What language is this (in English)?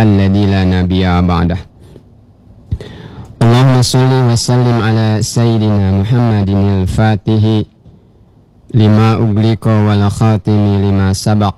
Indonesian